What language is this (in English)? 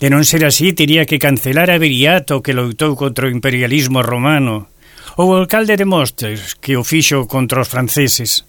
Galician